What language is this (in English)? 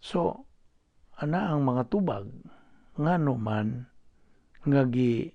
Cebuano